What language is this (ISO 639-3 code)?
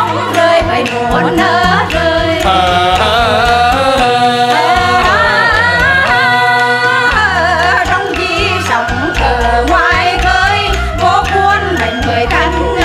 vie